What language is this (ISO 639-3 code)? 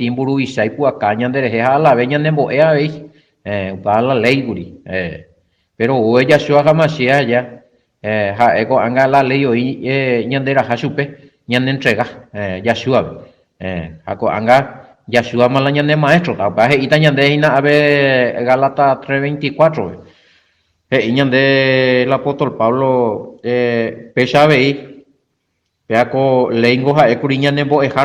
grn